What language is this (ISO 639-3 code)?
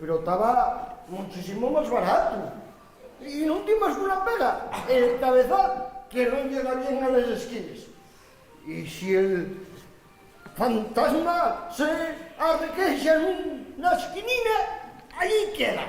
ast